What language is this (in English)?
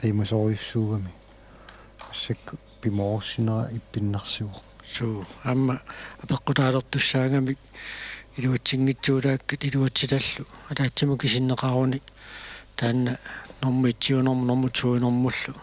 Kalaallisut